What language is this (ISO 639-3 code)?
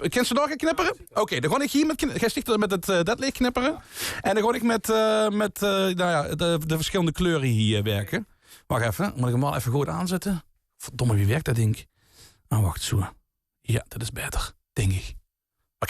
lim